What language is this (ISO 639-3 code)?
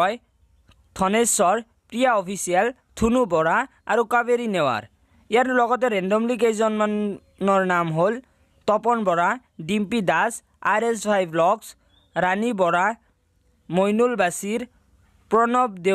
asm